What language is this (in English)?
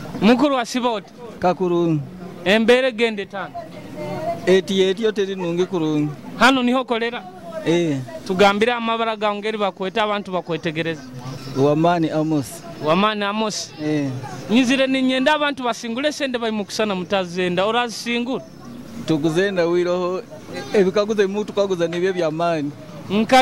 Nyoro